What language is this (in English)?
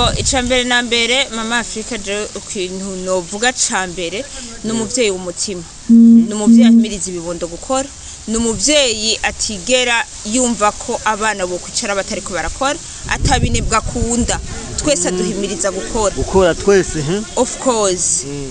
Rundi